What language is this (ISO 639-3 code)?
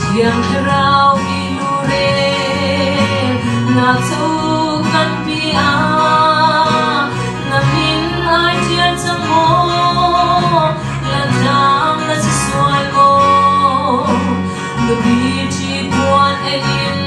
cnh